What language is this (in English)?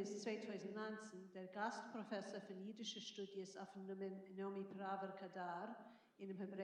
Yiddish